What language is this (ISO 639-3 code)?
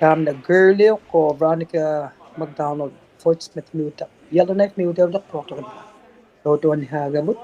iku